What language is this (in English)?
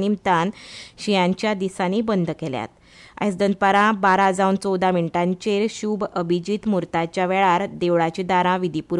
Konkani